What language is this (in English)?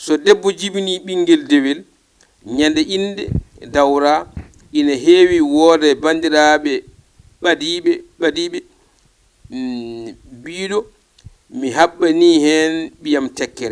Fula